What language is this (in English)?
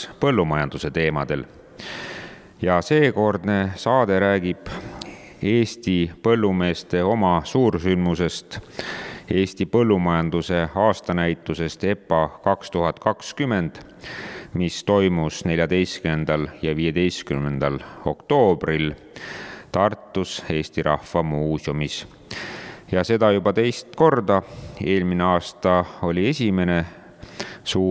Estonian